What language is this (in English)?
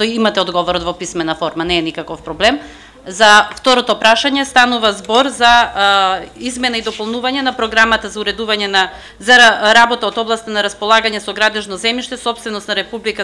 Macedonian